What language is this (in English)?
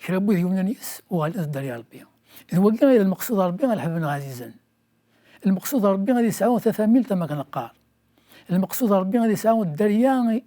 Kabyle